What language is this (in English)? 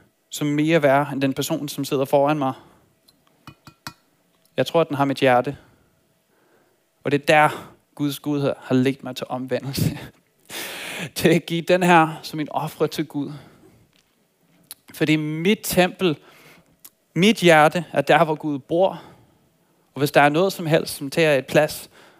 Danish